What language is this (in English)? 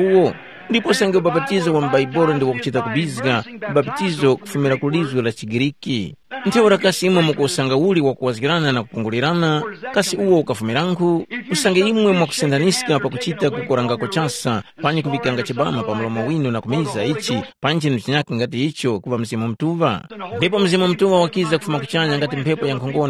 Tumbuka